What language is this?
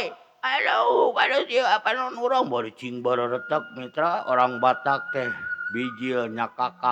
Sundanese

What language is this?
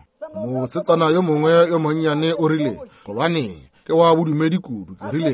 Northern Sotho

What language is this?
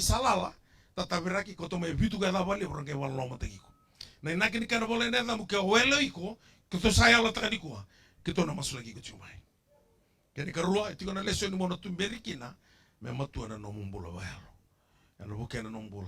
Fijian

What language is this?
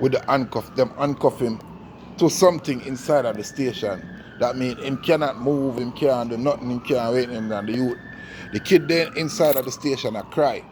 Jamaican Creole English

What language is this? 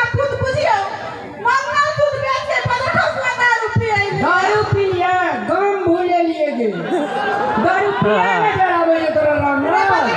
Maithili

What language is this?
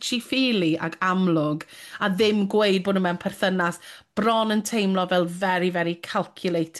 Welsh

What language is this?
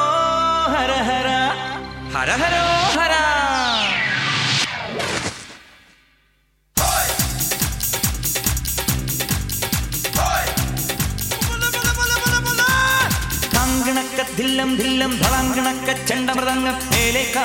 Malayalam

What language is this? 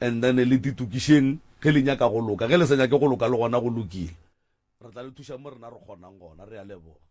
Northern Sotho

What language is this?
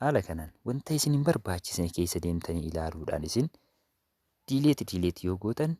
Oromo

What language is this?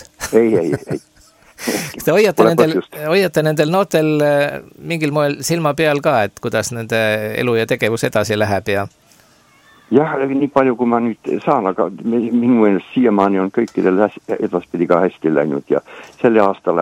Estonian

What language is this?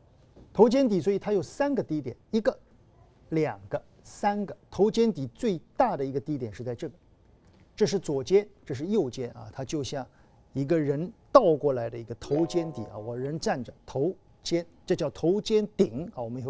Chinese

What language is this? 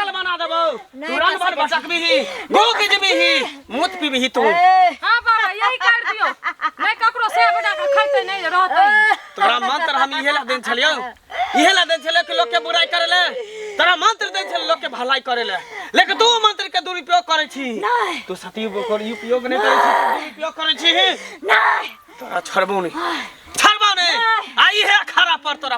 Maithili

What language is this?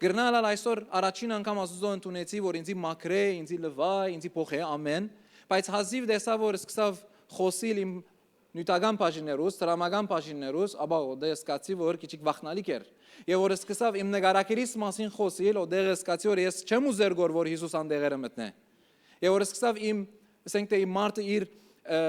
Western Armenian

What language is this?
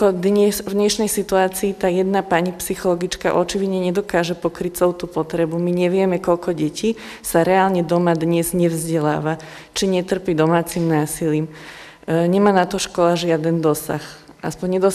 Slovak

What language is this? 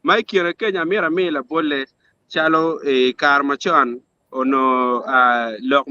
Acoli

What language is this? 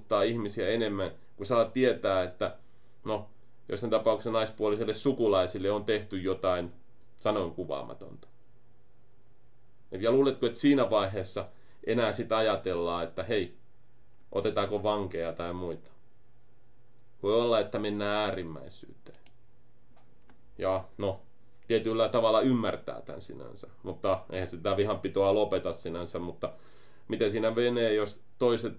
Finnish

